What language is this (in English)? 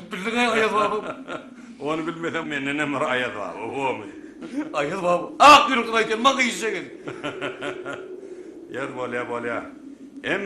Turkmen